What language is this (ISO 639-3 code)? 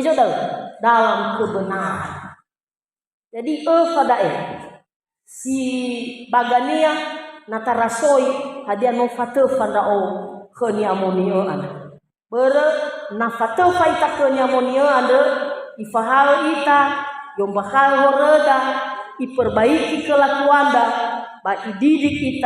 nia